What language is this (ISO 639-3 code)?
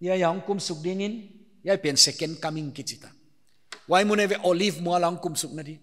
pck